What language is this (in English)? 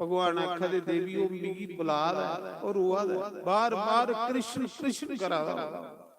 Dogri